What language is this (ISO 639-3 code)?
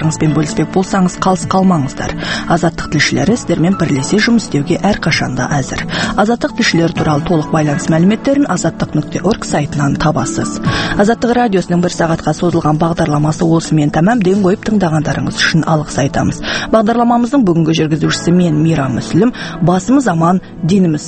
kaz